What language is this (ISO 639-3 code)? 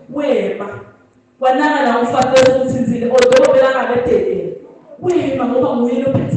ssw